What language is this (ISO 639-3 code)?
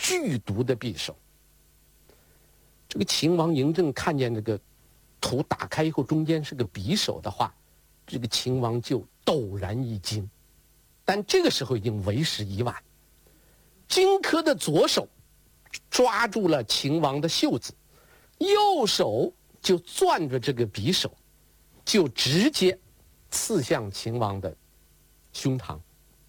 zho